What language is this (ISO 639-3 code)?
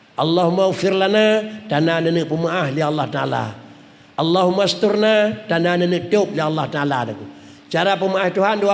ace